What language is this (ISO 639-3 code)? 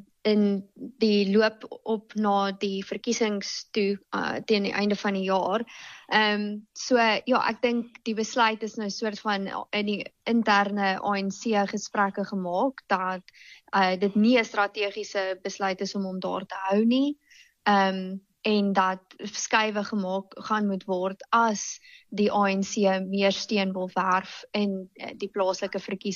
afr